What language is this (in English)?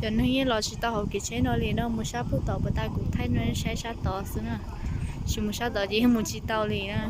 Hmong